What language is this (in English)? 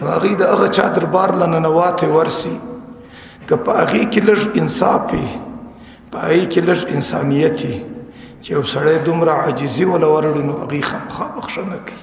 Pashto